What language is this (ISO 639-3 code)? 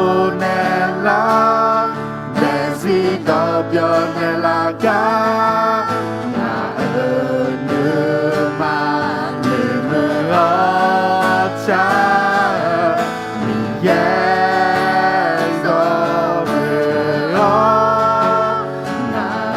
ahk